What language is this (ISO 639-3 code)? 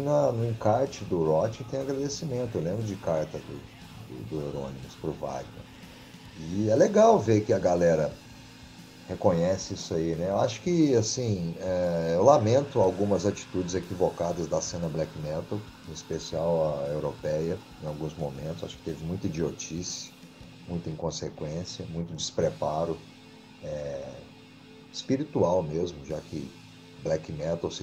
por